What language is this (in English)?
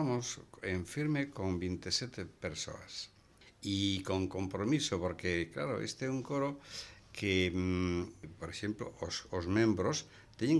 Galician